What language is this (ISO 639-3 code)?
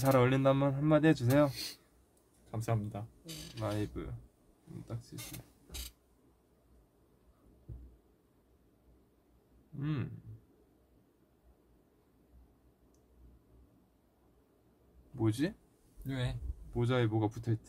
kor